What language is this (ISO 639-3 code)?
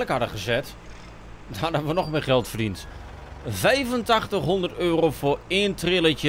nld